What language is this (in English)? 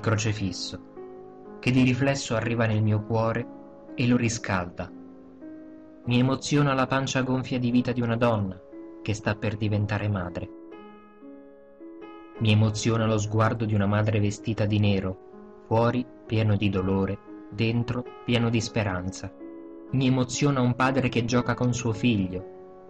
Italian